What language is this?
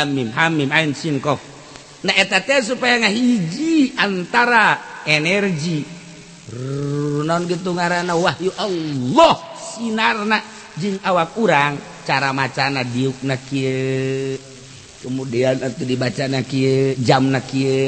Sundanese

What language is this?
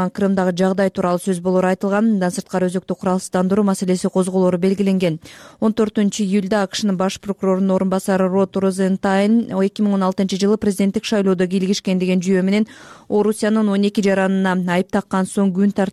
Kyrgyz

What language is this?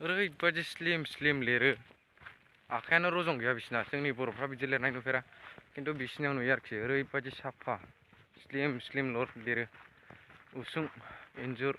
Bodo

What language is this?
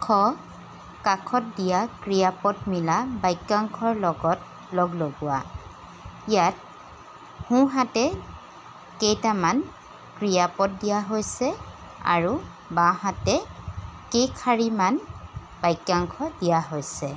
Assamese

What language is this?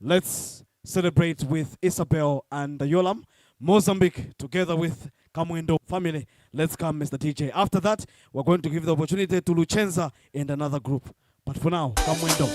Nyanja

